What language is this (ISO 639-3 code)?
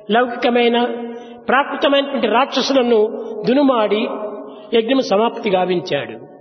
tel